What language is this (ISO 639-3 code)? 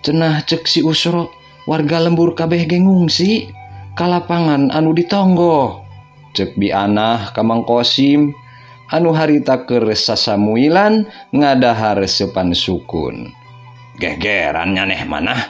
sun